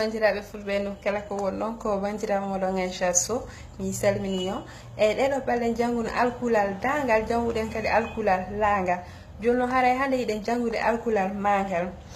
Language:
Fula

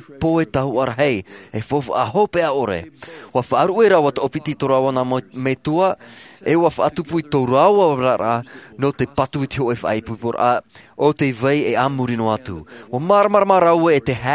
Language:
Tahitian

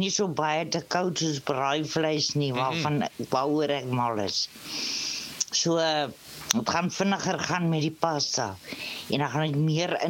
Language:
Afrikaans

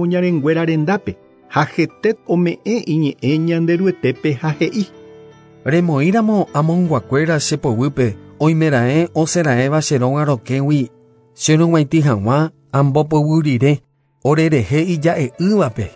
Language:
Guarani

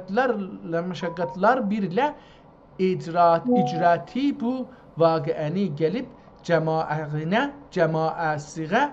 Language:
South Azerbaijani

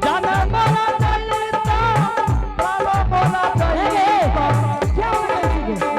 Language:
Angika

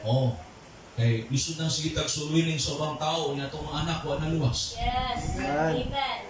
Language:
Cebuano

